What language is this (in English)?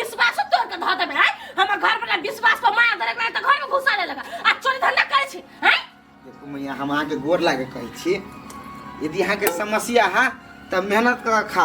Maithili